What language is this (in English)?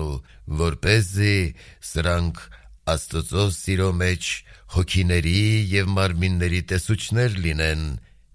Armenian